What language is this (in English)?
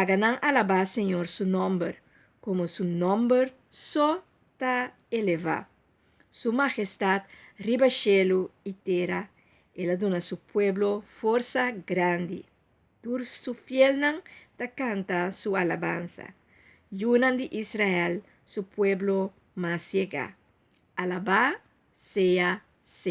Papiamento